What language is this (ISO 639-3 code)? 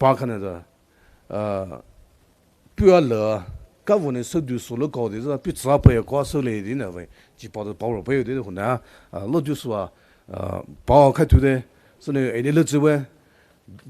pmx